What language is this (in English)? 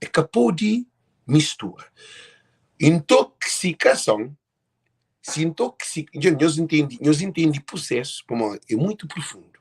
Kabuverdianu